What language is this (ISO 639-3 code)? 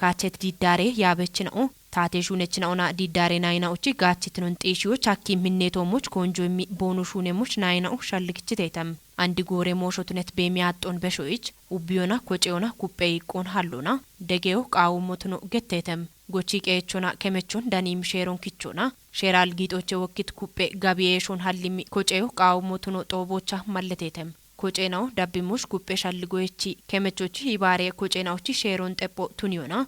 kbr